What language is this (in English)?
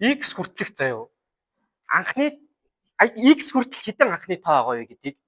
Mongolian